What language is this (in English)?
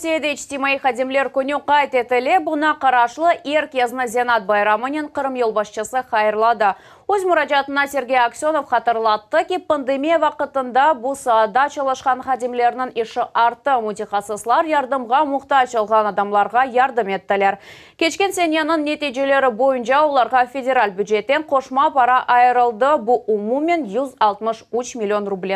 Crimean Tatar